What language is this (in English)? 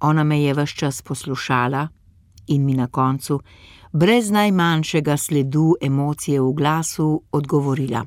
Slovenian